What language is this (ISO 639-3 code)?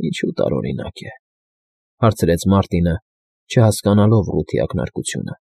hye